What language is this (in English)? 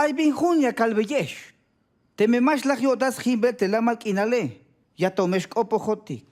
Tzeltal